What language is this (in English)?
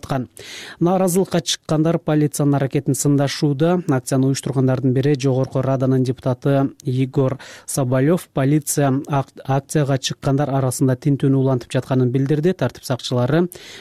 Kyrgyz